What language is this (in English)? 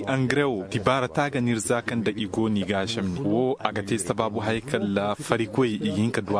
Koyraboro Senni